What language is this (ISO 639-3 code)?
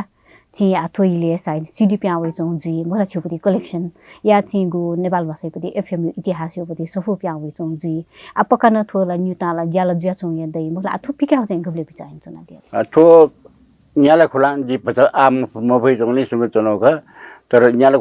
new